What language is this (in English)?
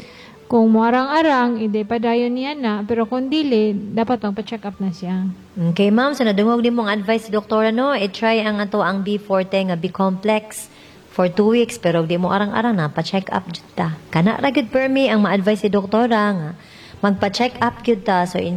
Cebuano